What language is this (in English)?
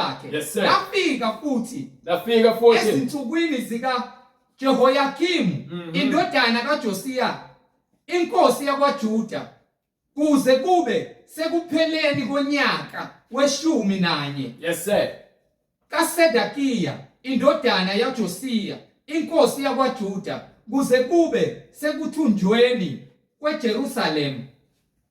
Zulu